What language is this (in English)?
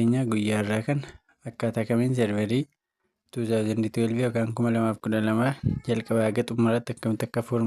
Oromo